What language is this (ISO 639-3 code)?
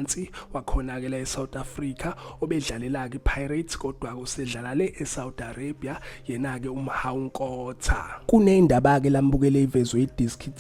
zul